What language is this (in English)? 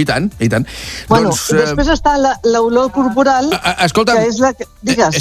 Catalan